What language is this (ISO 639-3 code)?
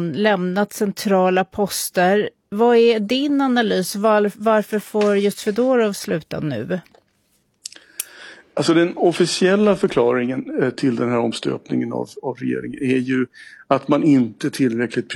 swe